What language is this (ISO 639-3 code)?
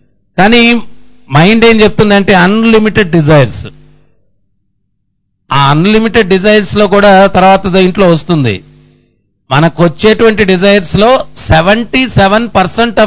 tel